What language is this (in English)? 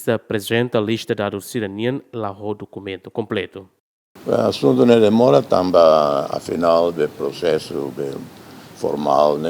Tetum